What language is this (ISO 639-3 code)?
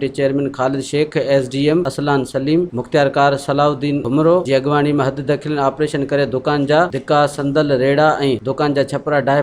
snd